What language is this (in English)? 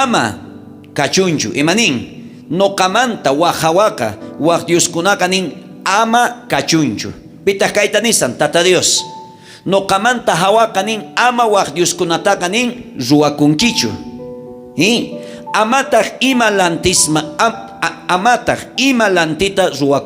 South Bolivian Quechua